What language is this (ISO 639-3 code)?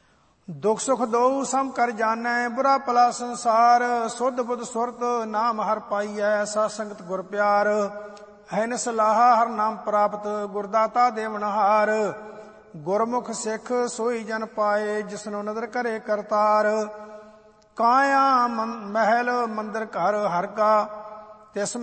pan